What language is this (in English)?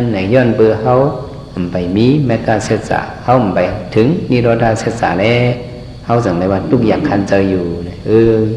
Shan